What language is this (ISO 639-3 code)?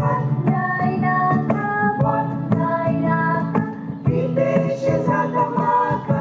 kok